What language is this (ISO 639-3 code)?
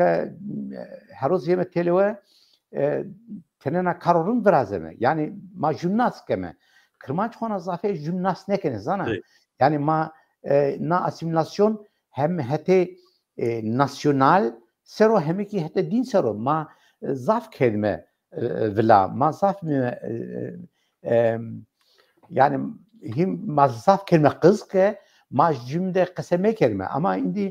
zza